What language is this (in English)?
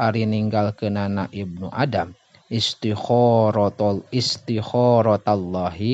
Sundanese